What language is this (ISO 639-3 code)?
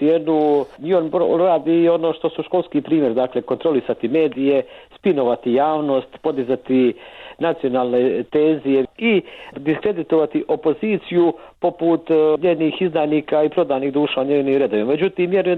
bos